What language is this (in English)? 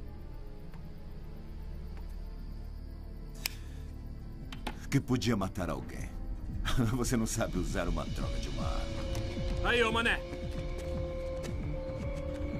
Portuguese